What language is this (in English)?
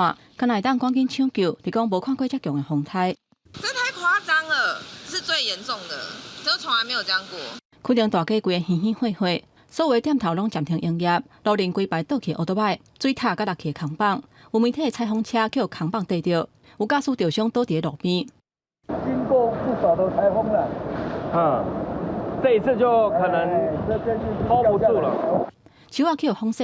Min Nan Chinese